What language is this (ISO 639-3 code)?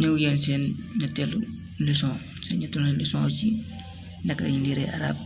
wol